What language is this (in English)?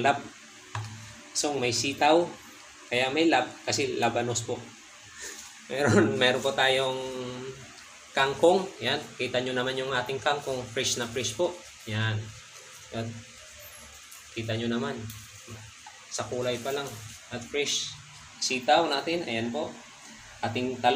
Filipino